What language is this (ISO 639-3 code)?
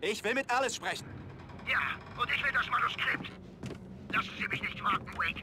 bar